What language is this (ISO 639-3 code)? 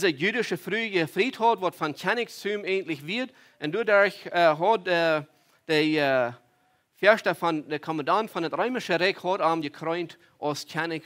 pdt